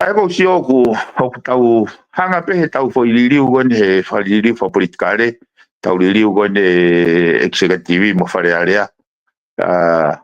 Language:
Tongan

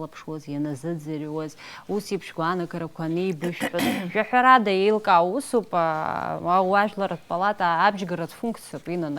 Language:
Abkhazian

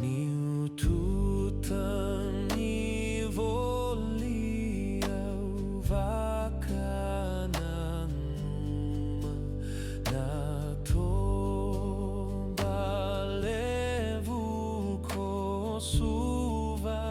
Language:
Fijian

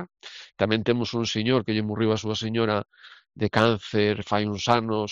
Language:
Galician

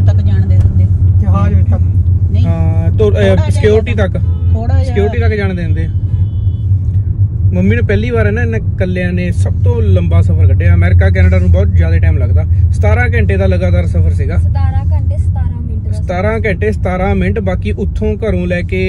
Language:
Punjabi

